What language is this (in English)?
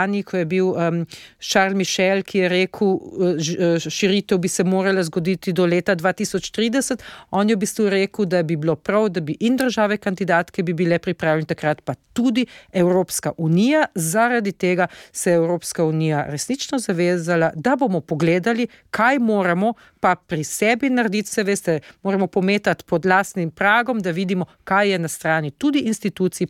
Slovenian